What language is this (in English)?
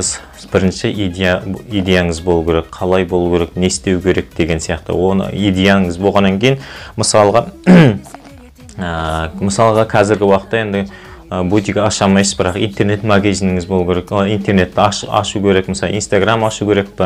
Kazakh